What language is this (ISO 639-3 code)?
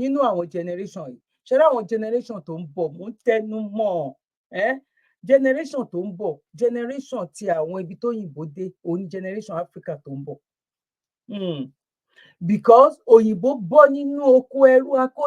yor